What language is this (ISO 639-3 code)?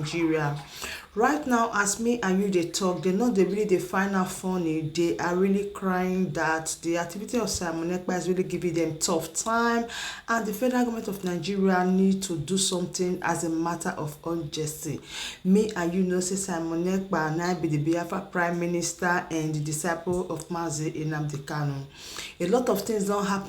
pcm